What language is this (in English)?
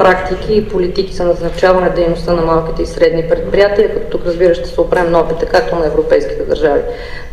Bulgarian